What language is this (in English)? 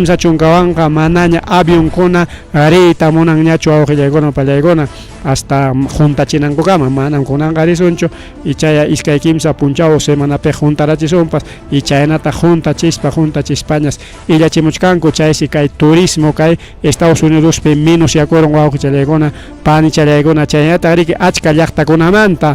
Ayacucho Quechua